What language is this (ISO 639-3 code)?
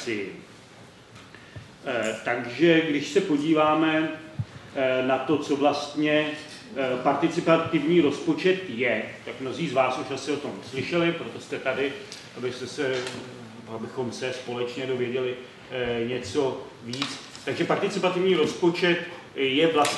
ces